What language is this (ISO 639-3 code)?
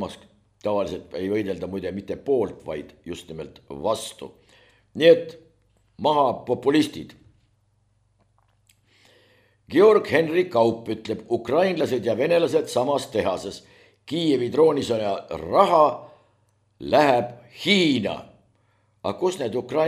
est